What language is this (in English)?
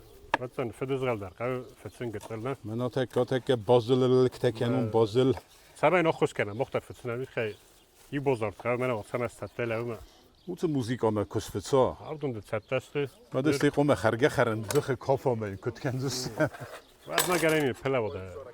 Ossetic